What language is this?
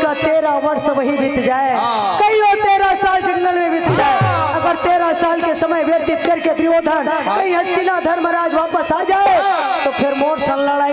Chhattisgarhi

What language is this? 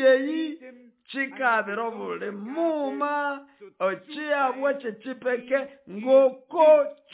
Nande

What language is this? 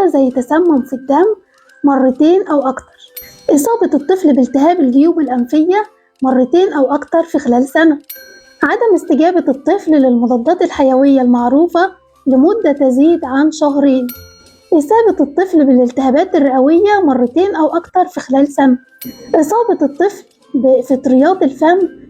Egyptian Arabic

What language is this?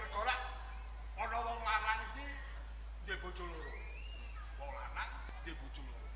Javanese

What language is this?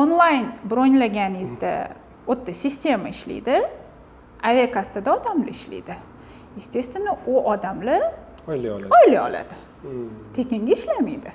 Uzbek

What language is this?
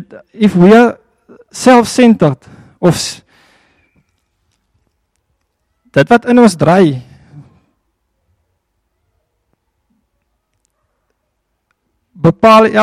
Afrikaans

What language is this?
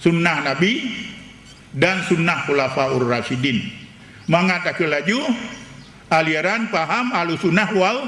Achinese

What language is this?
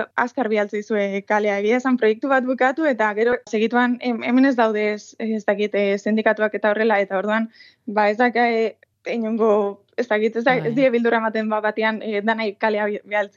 Basque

